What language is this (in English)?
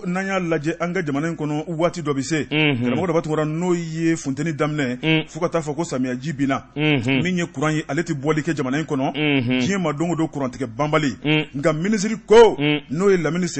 Bambara